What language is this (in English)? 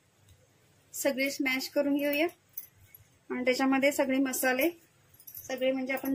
Marathi